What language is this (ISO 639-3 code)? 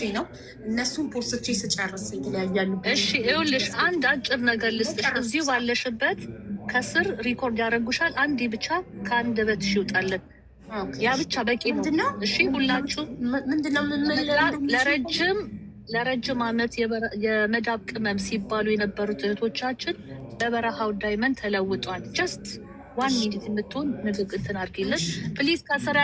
amh